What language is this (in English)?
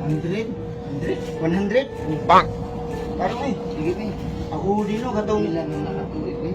Cebuano